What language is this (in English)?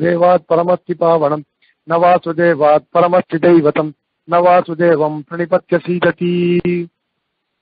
Tamil